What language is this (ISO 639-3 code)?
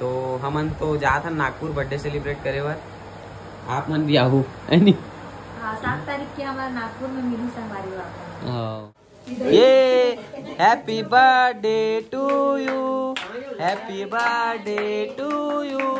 hne